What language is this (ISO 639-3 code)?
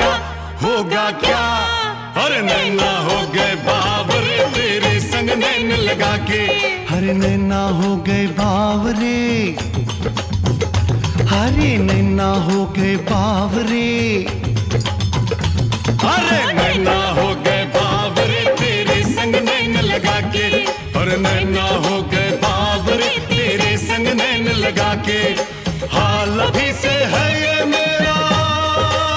hin